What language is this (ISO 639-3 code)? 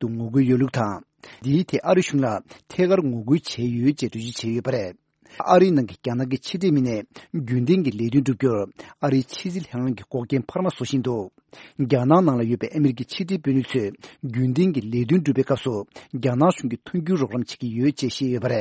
bod